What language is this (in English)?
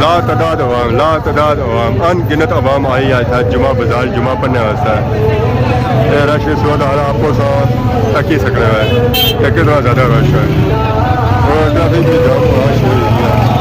Pahari-Potwari